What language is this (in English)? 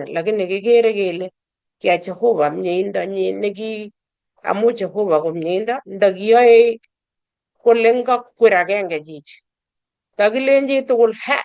Kalenjin